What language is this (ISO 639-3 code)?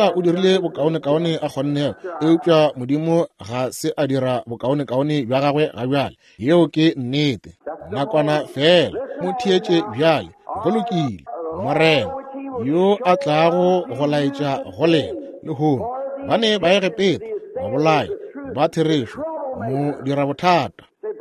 nso